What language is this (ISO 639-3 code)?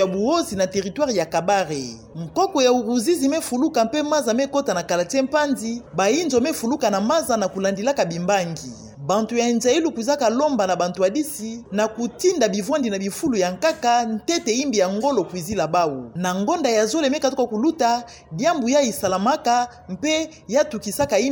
ktu